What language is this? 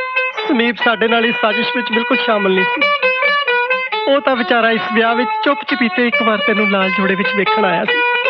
Punjabi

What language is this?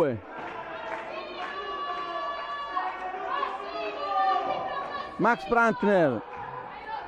Italian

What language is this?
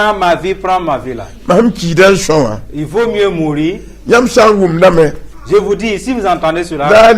Mossi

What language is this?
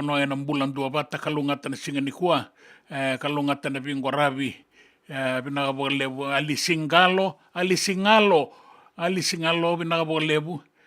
Fijian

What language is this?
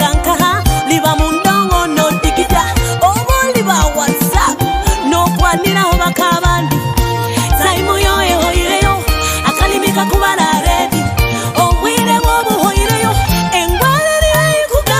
Nyoro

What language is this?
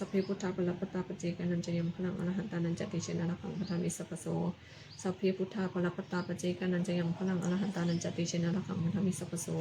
Pali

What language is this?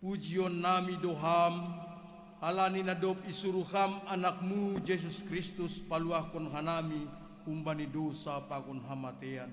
Batak Simalungun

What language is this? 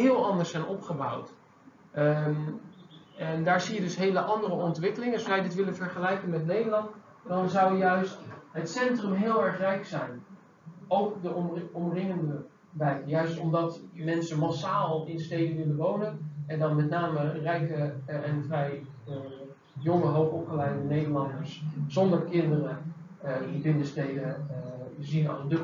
Dutch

